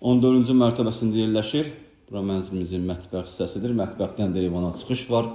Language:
Azerbaijani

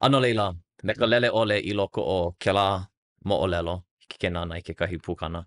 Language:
Hawaiian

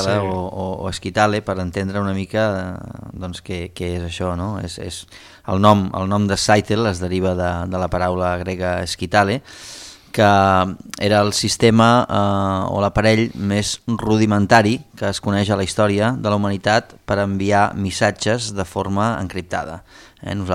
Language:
Catalan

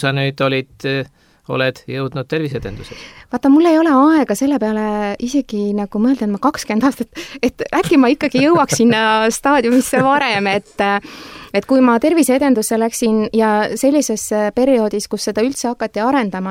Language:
Estonian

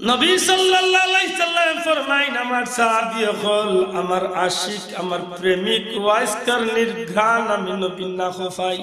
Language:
Sylheti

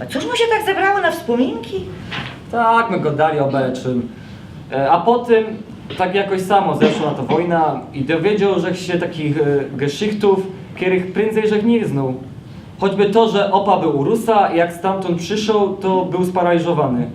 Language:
Silesian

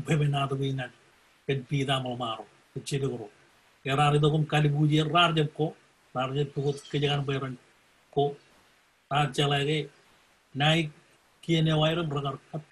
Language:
Marshallese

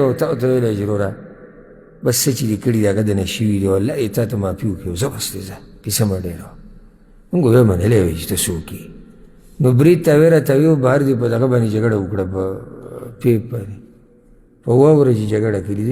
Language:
Pashto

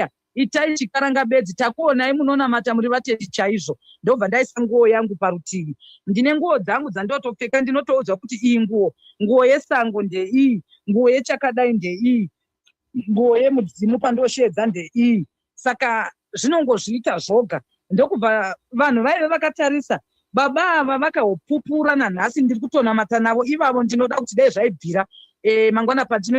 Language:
Shona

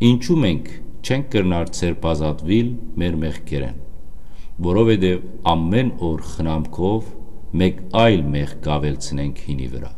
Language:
Western Armenian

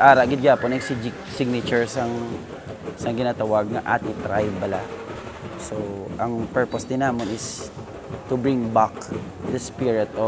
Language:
Hiligaynon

